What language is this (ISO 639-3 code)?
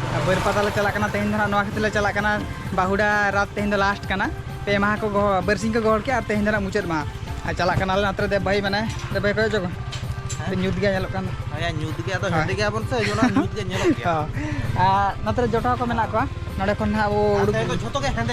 sat